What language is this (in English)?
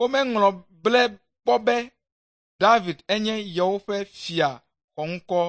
Ewe